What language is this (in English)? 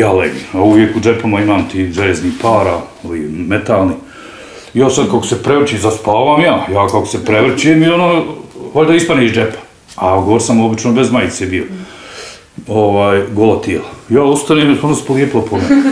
Bosnian